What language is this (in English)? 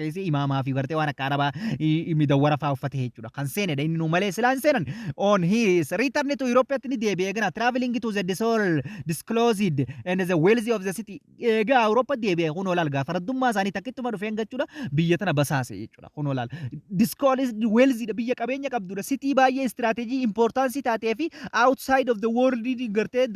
Oromo